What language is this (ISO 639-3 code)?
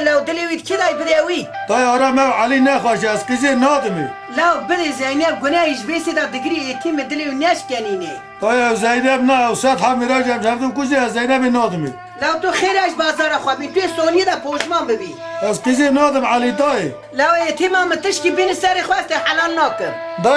kur